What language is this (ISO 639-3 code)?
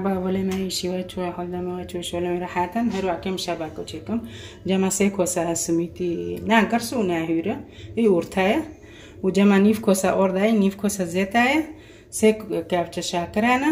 kur